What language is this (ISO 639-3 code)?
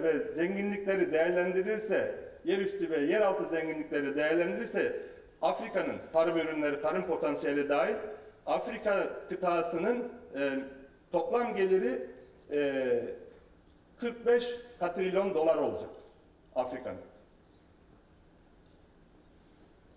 tur